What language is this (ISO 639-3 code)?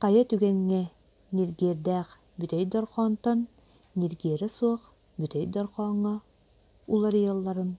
sah